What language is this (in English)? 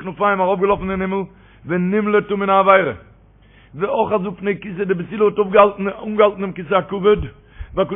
Yiddish